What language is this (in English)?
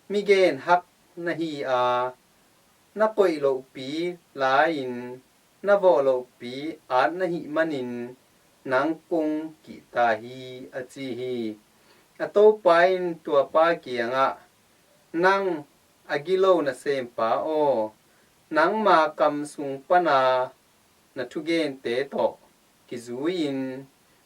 Tedim Chin